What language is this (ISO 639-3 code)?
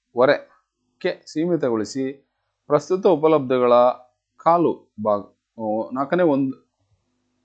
kan